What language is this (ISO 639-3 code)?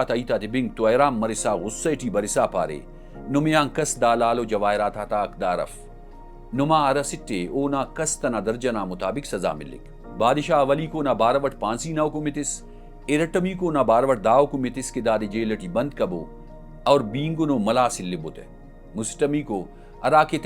brh